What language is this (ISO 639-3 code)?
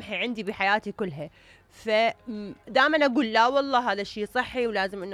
acm